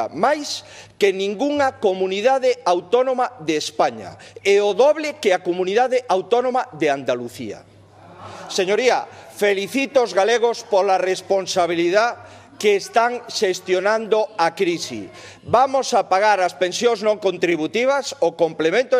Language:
Galician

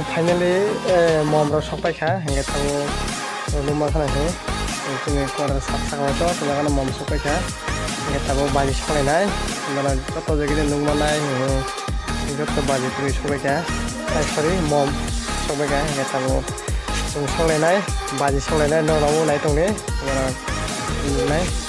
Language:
Kok Borok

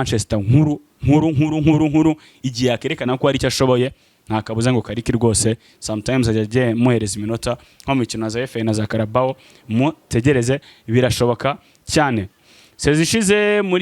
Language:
Kinyarwanda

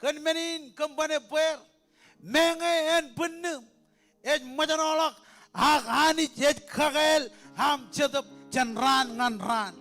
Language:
Marshallese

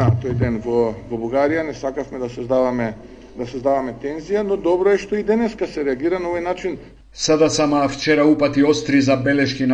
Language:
Macedonian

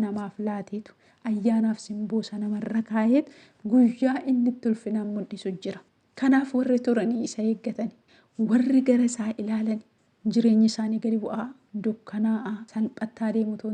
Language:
Oromo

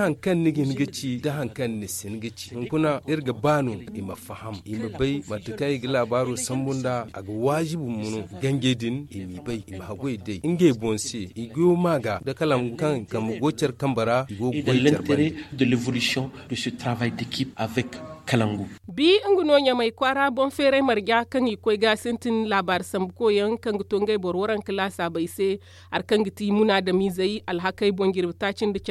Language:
Zarma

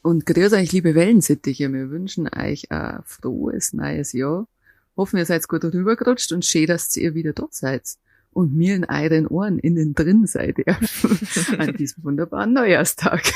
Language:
Bavarian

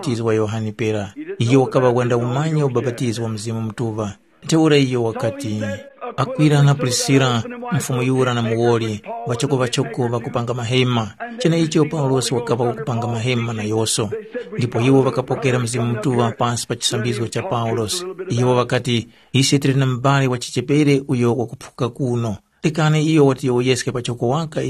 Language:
Tumbuka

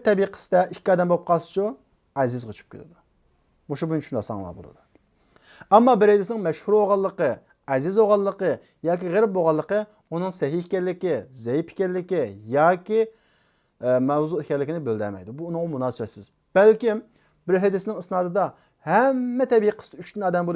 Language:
Uyghur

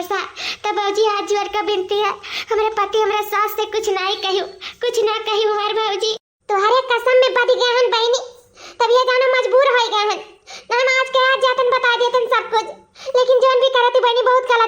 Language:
Awadhi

